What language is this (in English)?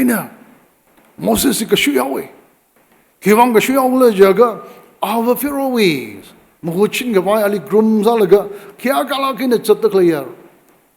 Tangkhul Naga (India)